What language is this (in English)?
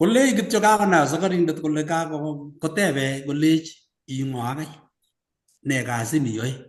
Kalenjin